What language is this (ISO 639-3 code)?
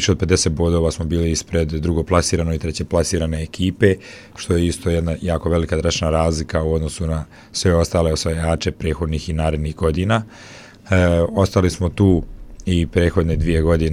bos